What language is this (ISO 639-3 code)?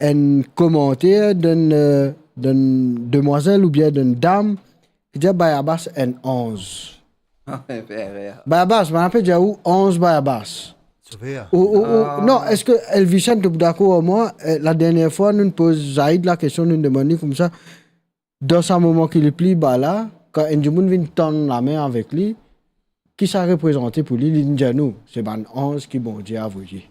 mfe